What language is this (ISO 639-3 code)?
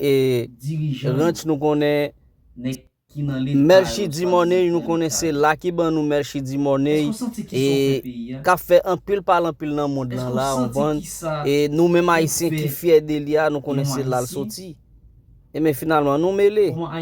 hat